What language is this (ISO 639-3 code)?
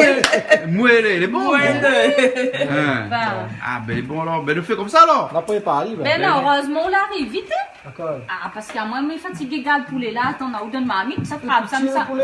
rcf